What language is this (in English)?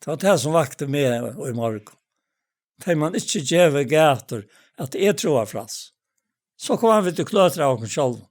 Faroese